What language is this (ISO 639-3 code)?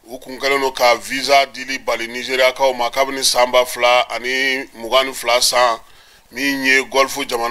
bam